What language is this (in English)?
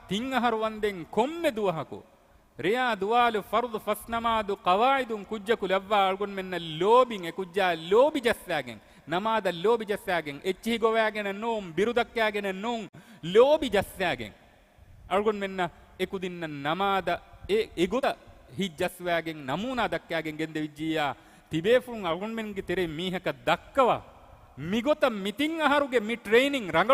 Divehi